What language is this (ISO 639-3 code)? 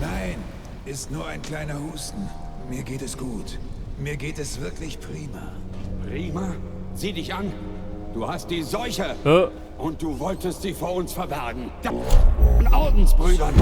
bar